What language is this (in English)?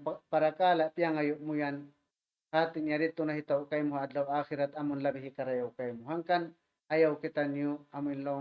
Tausug